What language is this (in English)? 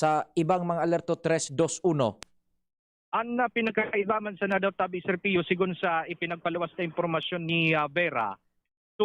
Bikol